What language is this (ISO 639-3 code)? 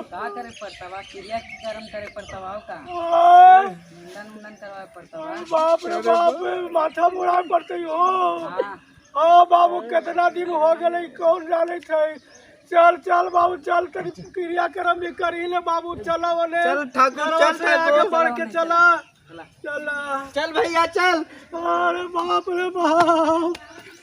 mag